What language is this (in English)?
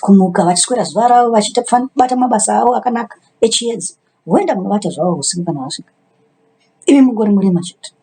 Shona